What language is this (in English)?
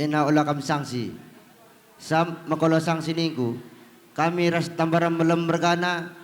Batak Karo